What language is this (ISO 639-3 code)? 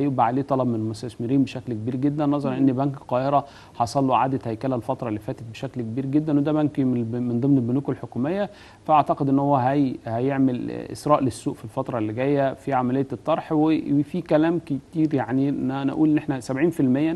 arz